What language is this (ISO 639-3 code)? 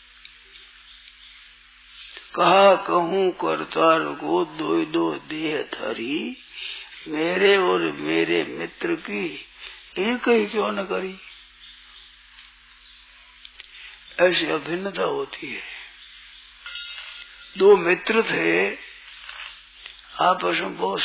hin